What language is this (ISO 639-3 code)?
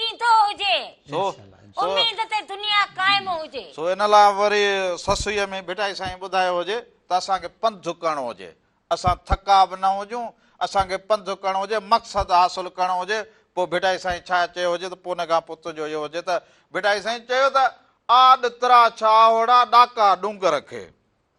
snd